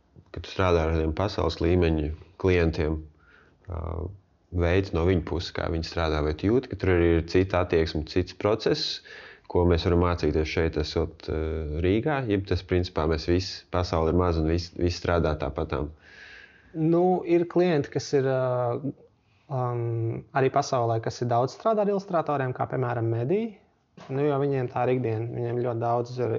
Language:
Latvian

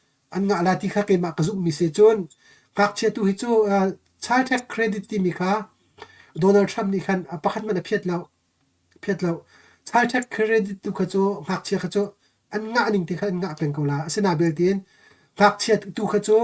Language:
Hakha Chin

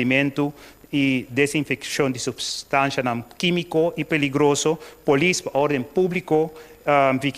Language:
Papiamento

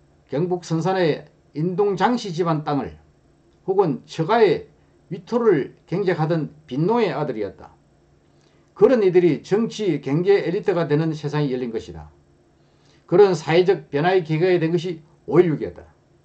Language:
Korean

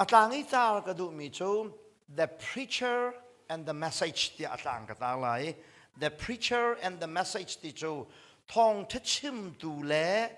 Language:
Hakha Chin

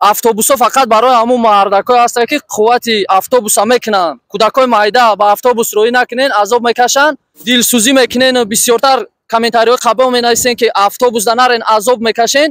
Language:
Tajik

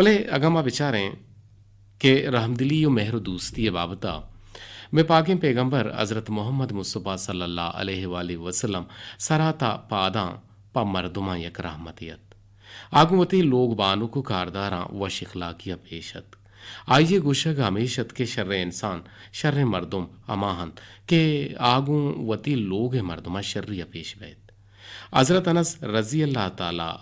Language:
Eastern Balochi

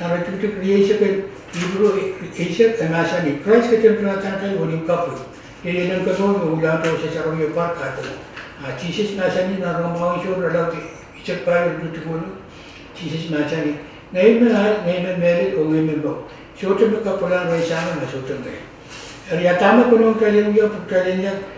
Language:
Pohnpeian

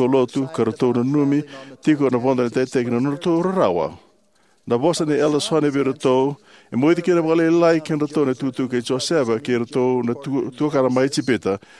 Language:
Fijian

